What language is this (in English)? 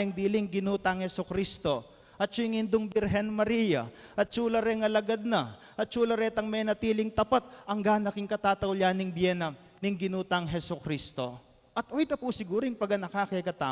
Pampanga